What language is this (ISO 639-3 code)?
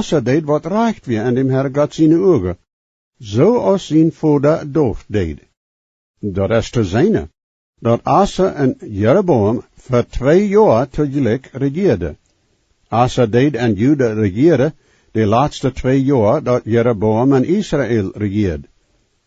pdt